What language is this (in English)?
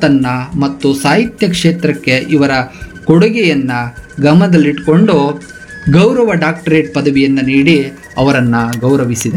Kannada